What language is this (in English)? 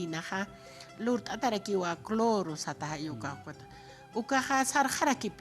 Aymara